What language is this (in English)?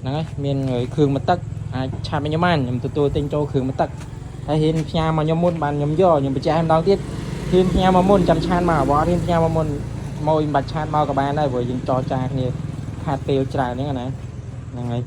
Khmer